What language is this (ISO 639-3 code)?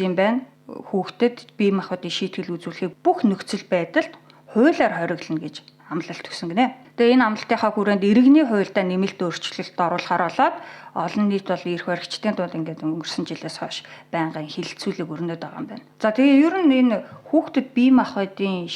mon